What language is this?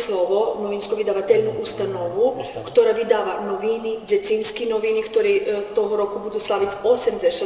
Rusyn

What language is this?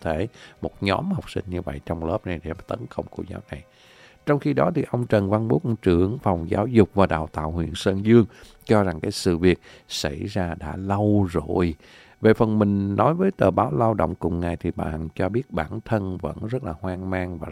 Vietnamese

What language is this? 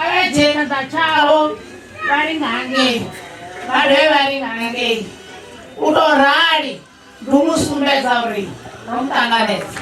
Venda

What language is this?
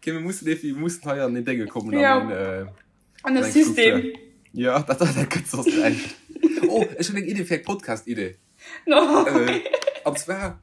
Luxembourgish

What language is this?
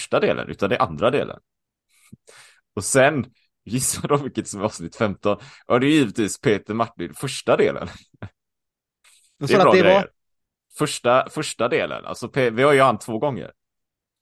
Swedish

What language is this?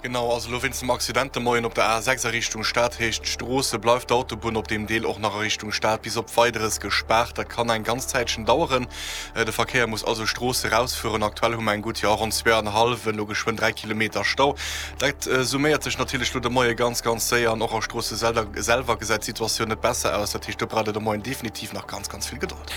Luxembourgish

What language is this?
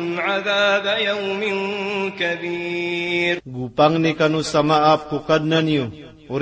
Maranao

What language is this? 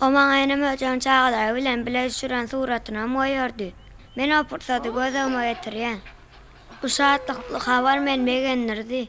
Turkmen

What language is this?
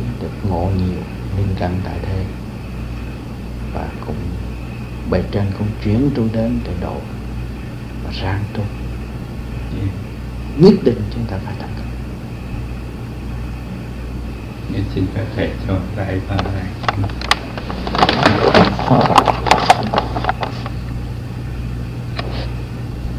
Vietnamese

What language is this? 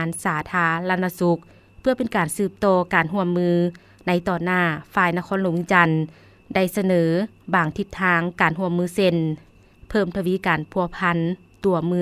Lao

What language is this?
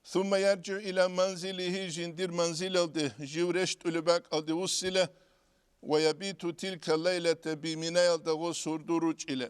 Avaric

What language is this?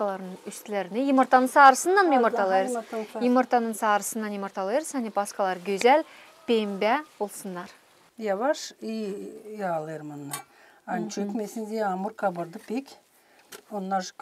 Gagauz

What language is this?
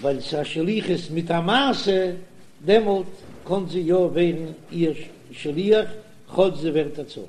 Yiddish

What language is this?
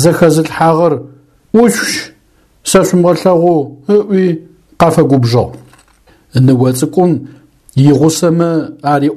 Adyghe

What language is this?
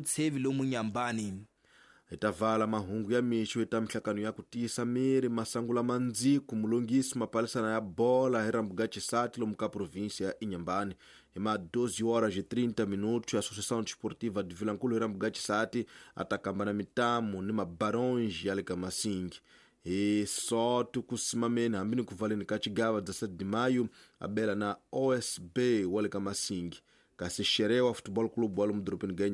Tsonga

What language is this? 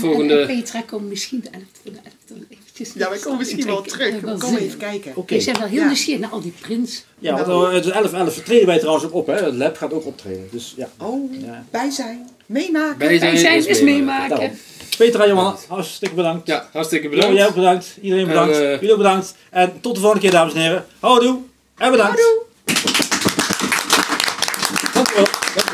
Dutch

